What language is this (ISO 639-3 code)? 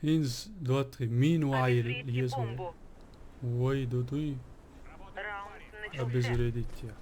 che